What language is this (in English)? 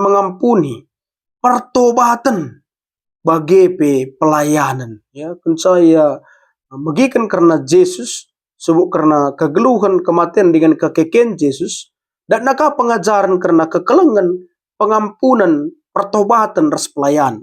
Batak Karo